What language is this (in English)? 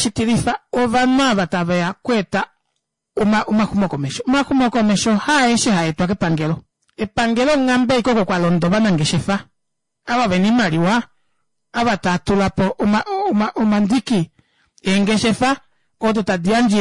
Kuanyama